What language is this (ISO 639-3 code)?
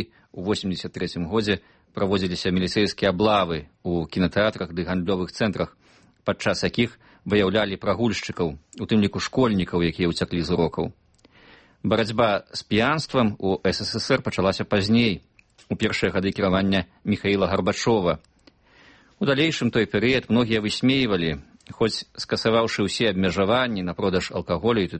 bel